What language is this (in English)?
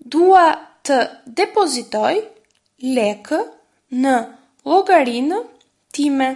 Albanian